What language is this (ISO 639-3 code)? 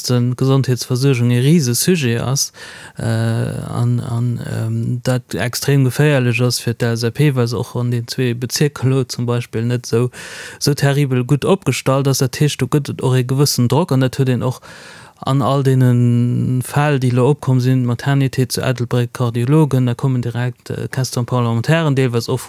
ltz